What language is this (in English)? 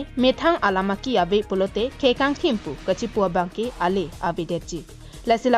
Karbi